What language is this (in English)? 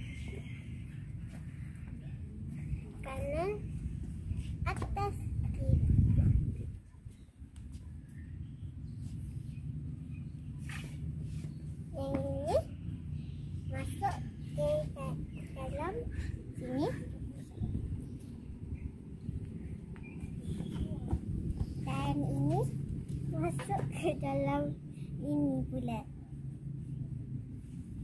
Malay